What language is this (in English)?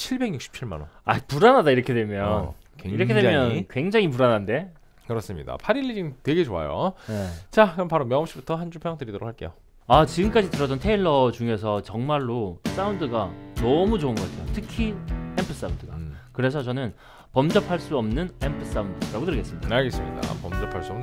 Korean